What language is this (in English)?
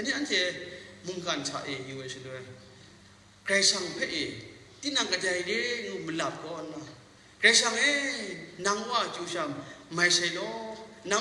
Kachin